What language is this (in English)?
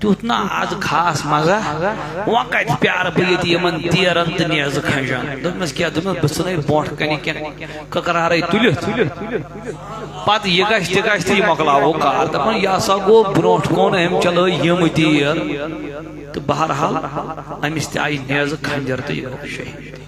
Kashmiri